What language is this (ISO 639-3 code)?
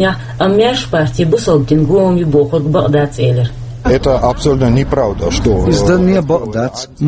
che